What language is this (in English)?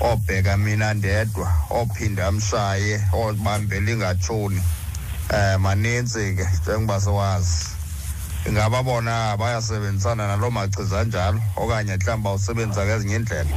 Xhosa